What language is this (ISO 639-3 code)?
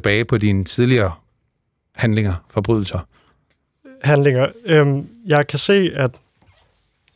dan